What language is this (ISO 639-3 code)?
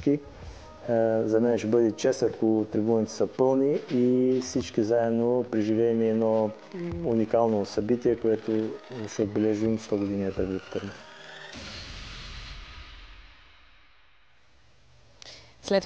bul